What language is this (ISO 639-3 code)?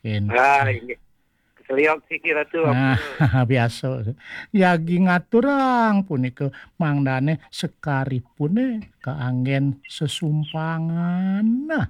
ban